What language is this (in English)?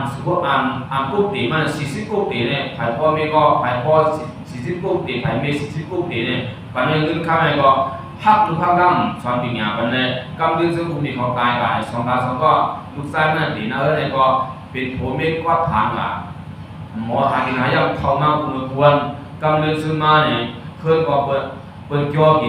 Shan